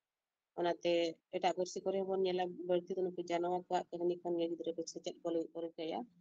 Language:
Santali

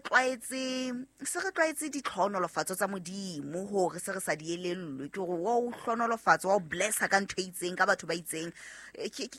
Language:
Southern Sotho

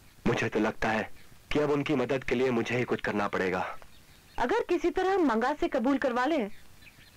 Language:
Hindi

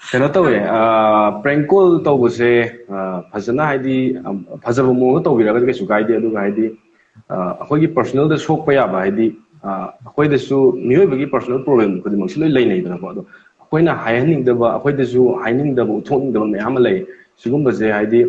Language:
Manipuri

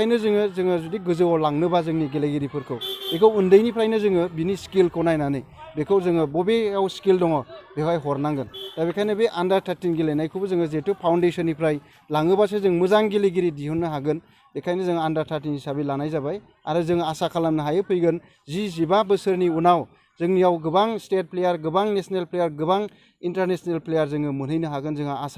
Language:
Bodo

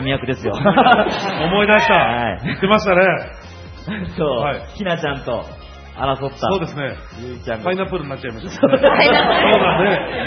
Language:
Japanese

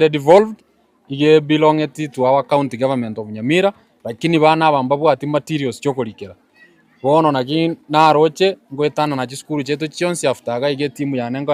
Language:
Gusii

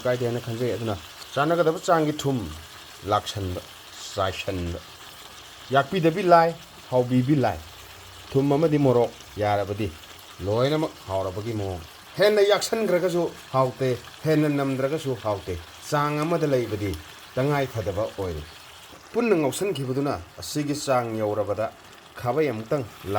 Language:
Manipuri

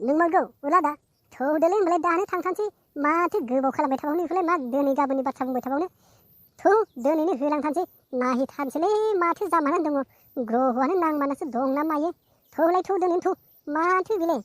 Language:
Bodo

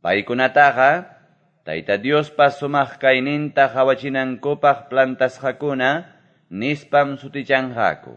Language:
Quechua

